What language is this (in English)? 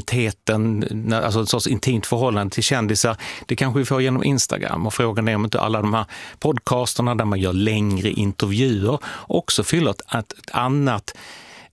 Swedish